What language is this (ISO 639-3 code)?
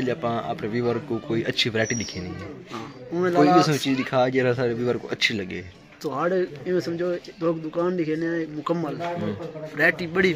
skr